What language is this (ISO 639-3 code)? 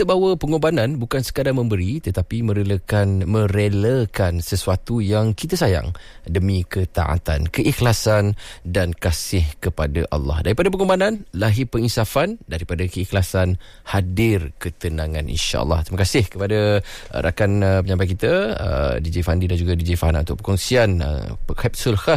msa